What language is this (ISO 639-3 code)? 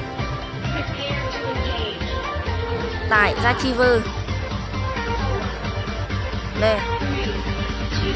vie